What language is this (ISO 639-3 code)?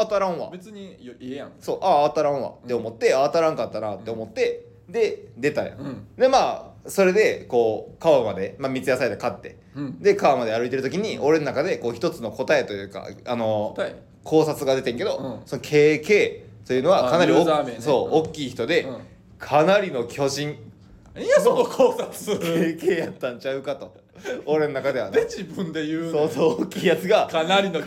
jpn